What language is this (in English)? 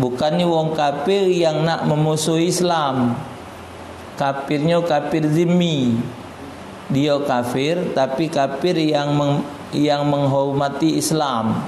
Musi